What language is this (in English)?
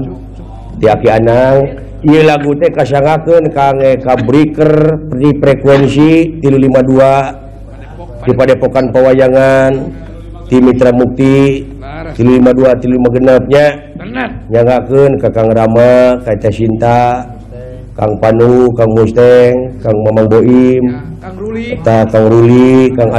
Sundanese